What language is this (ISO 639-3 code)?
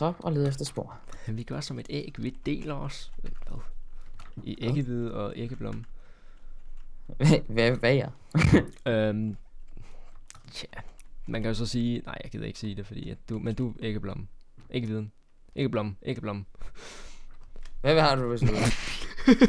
dan